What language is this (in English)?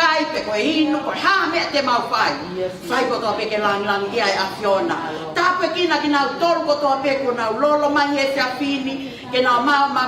Tongan